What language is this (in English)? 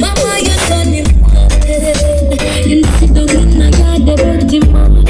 Jamaican Creole English